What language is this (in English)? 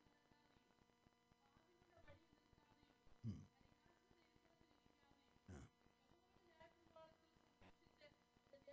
Malayalam